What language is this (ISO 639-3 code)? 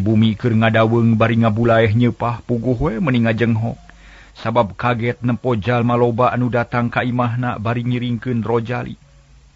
sun